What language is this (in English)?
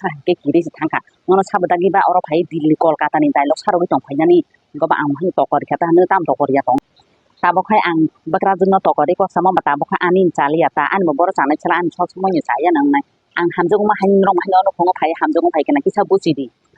Kok Borok